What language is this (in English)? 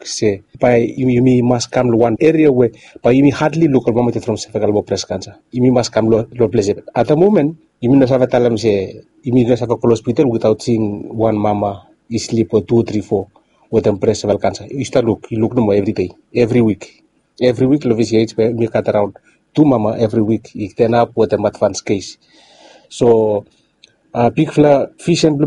Bislama